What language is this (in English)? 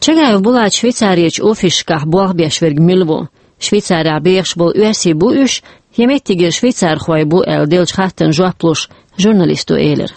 Chechen